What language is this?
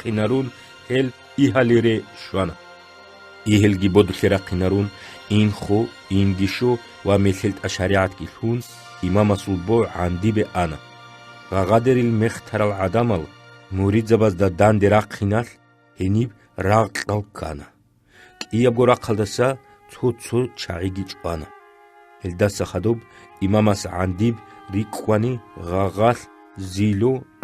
Avaric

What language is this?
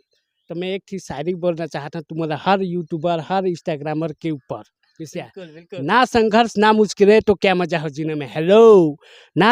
Chhattisgarhi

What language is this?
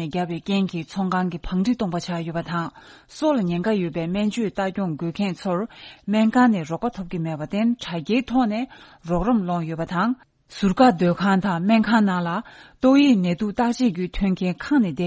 Tibetan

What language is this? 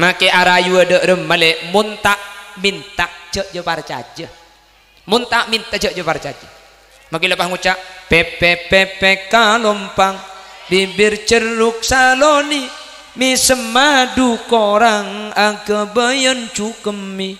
Madurese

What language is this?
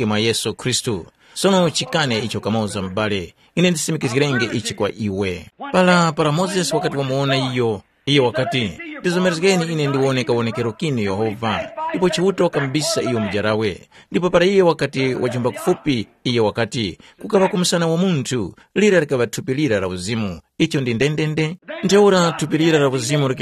Tumbuka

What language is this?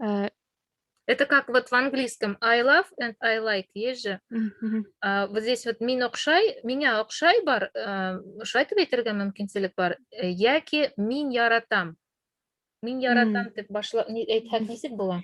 Bashkir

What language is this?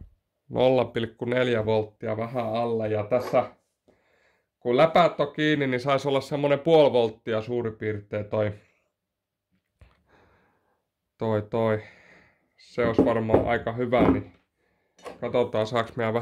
Finnish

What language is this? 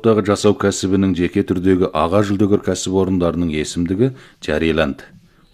Kazakh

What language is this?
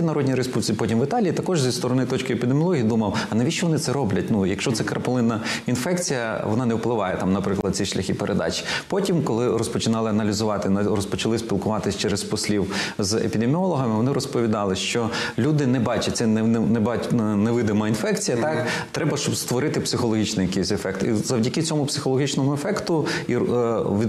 Ukrainian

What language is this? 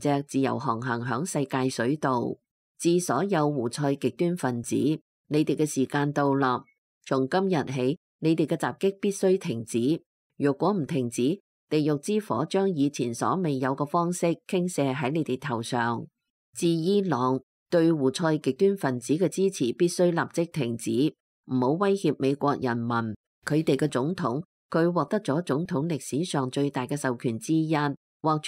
Cantonese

